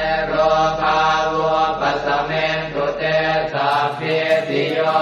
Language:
Pali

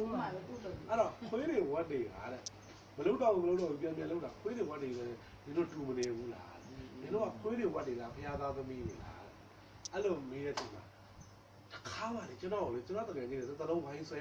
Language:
Burmese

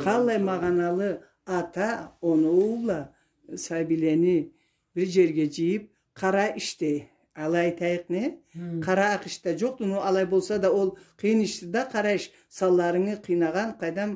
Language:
Karachay-Balkar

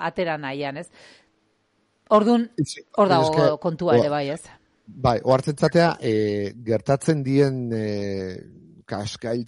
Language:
Basque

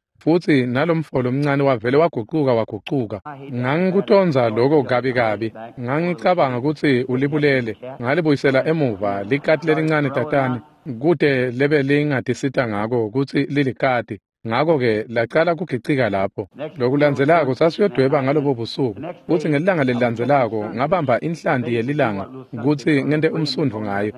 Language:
Swati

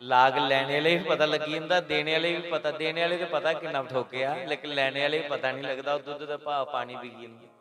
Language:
Dogri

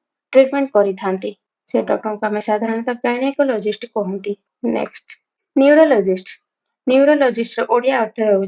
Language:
Odia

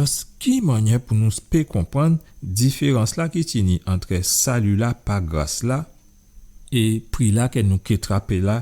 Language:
Guadeloupean Creole French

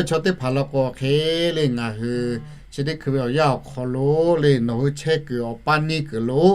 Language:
Lahu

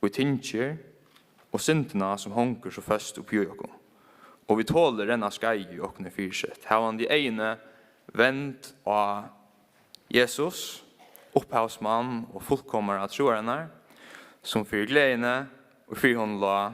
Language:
Faroese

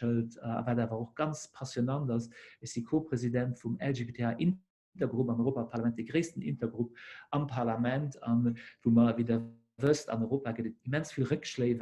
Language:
Luxembourgish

